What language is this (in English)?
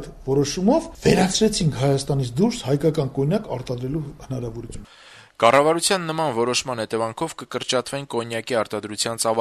Armenian